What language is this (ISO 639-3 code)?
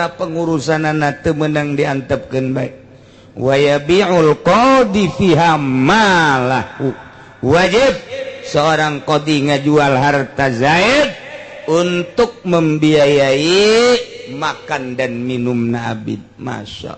sun